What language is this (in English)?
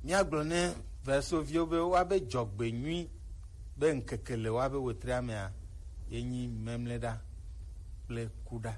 Gen